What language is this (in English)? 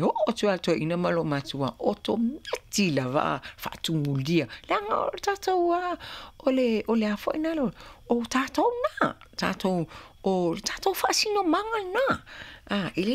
Samoan